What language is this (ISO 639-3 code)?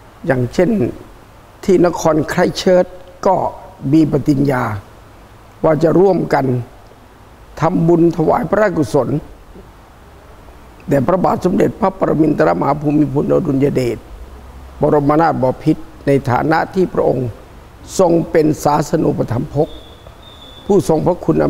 tha